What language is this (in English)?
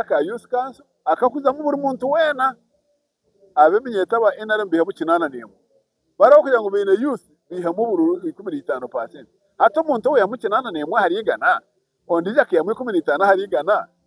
Nyankole